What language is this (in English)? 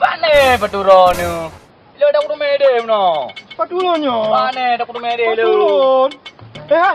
Achinese